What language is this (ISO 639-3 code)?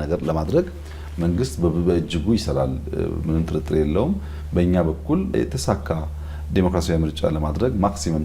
amh